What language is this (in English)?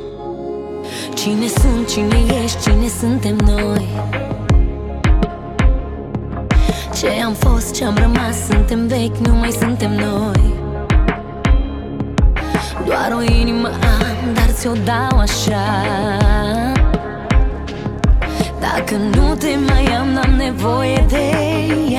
Romanian